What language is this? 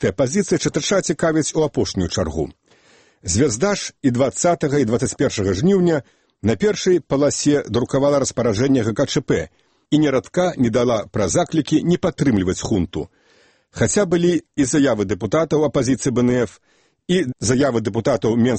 Belarusian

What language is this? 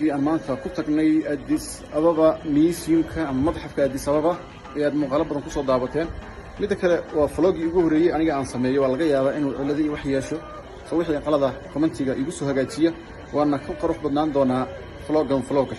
Somali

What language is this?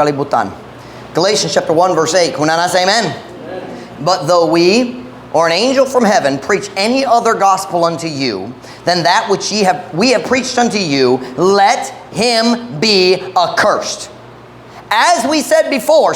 Cebuano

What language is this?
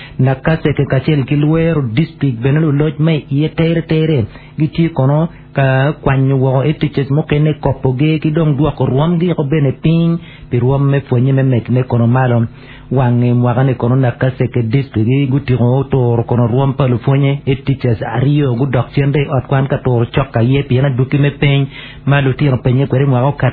Acoli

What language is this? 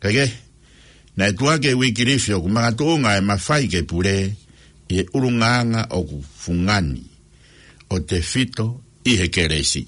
Tongan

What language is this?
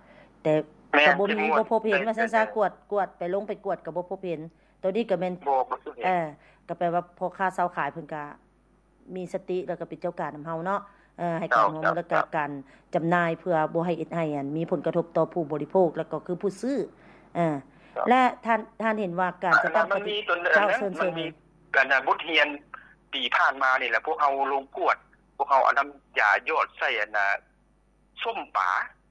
Lao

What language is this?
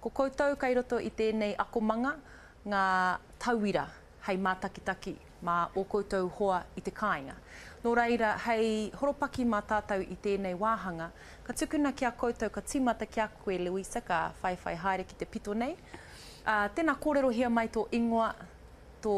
Māori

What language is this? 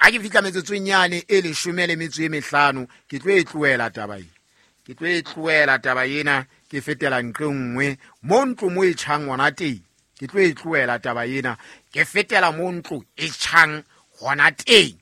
Southern Sotho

